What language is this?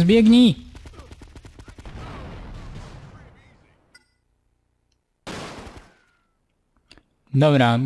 Polish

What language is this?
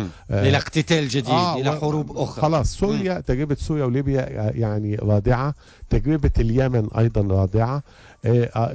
Tunisian Arabic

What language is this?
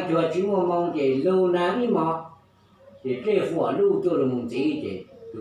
Hmong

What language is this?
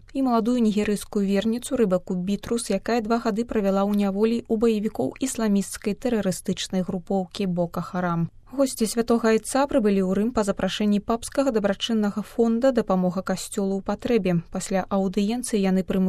Belarusian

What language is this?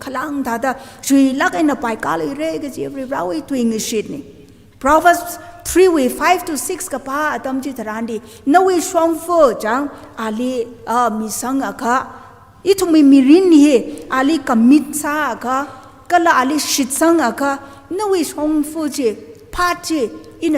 Tangkhul Naga (India)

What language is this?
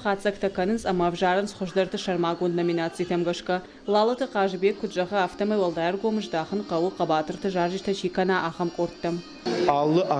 Ossetic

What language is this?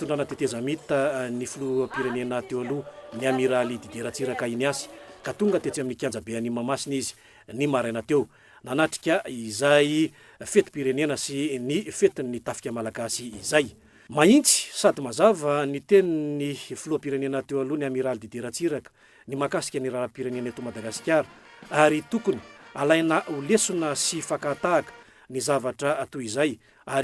Malagasy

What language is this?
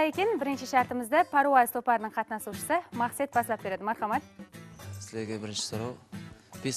Kara-Kalpak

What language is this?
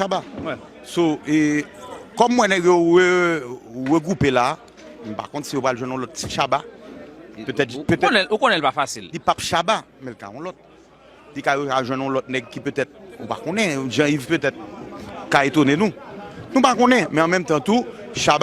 Haitian Creole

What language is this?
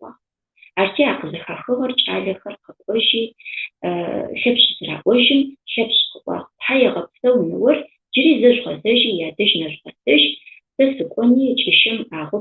Adyghe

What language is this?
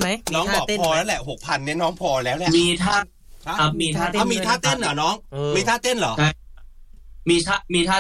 Thai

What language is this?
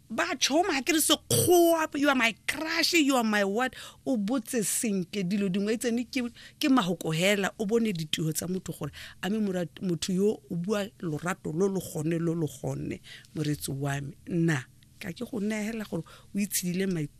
Tswana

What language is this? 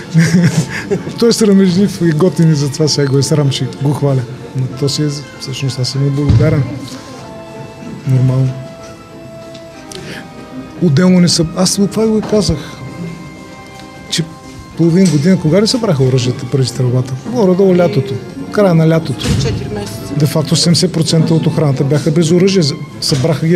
Bulgarian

